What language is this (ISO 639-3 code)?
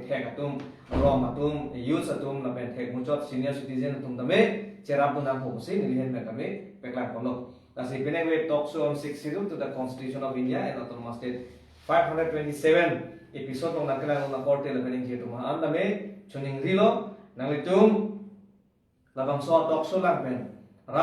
mjw